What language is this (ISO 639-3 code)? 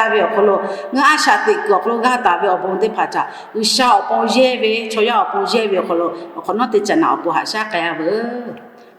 lhu